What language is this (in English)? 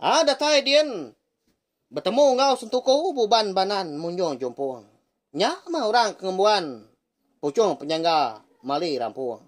Iban